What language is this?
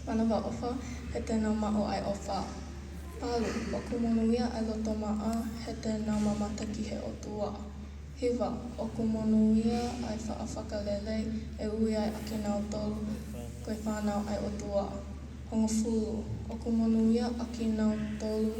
Tongan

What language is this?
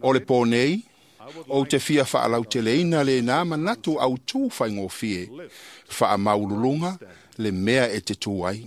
Samoan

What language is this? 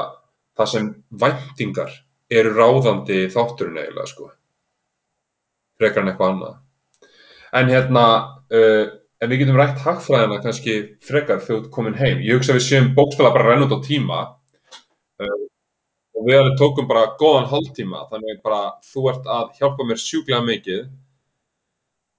Icelandic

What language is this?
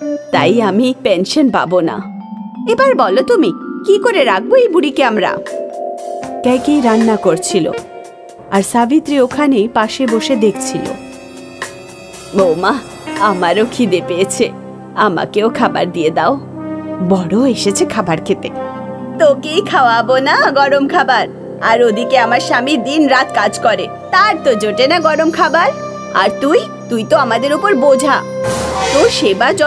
Bangla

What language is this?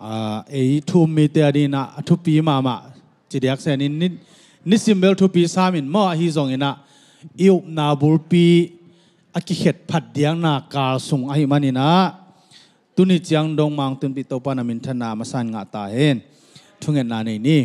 Tedim Chin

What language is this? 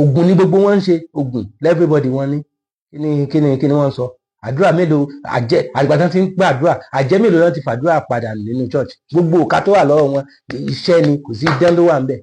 Yoruba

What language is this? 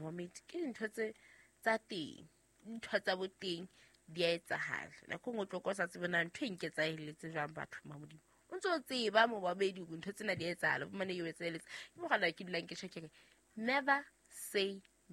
Southern Sotho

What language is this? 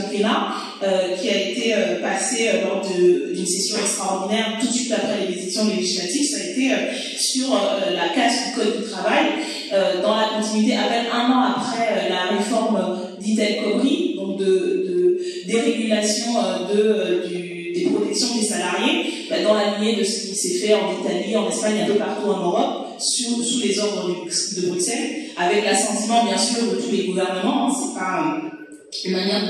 French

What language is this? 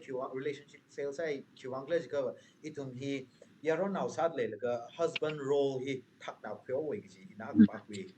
Tangkhul Naga (India)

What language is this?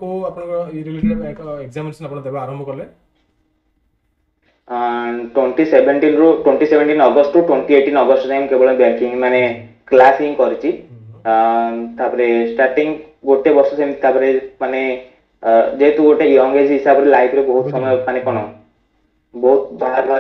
Odia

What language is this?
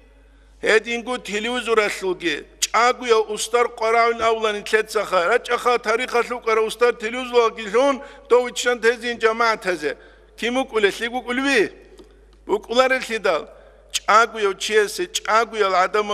Avaric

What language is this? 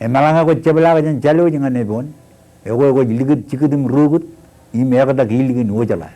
Marshallese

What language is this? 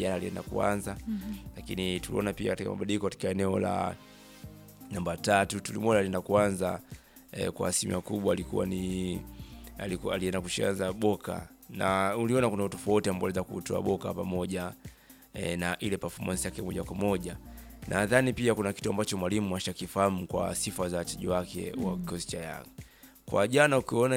Swahili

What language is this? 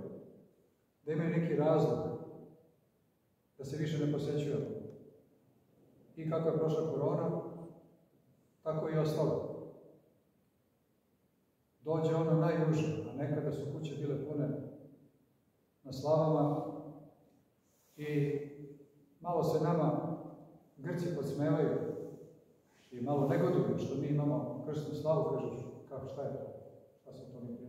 Serbian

